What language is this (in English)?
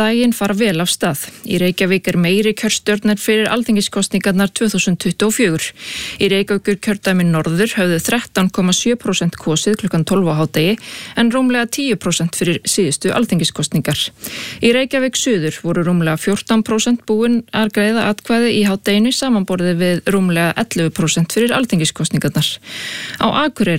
Icelandic